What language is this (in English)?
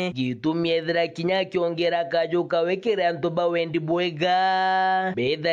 Meru